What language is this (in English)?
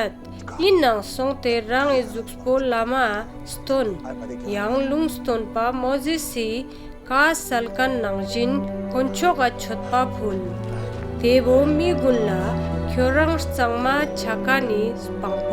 Ladakhi